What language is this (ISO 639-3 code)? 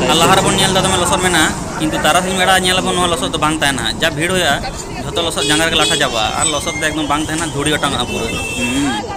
sat